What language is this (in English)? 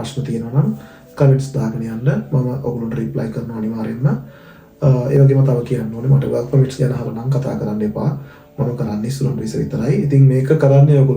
Sinhala